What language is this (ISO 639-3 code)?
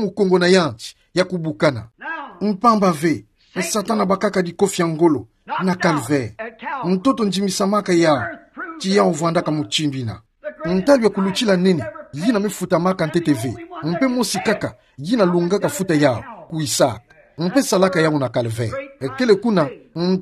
ktu